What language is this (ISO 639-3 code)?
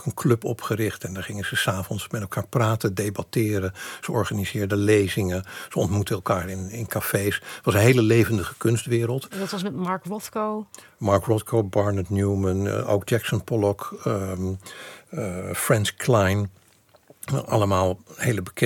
nld